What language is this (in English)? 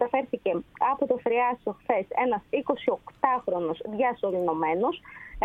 Greek